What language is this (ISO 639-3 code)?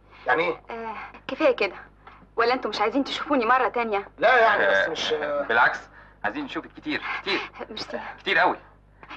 arz